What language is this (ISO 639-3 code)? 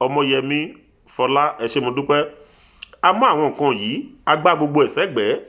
yor